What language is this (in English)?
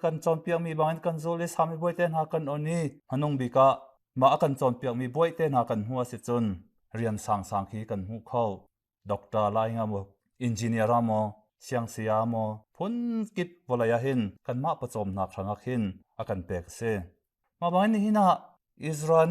Hakha Chin